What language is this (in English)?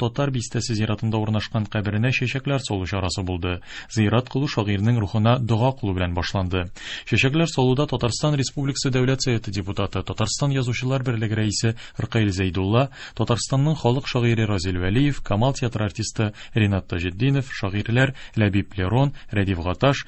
Tatar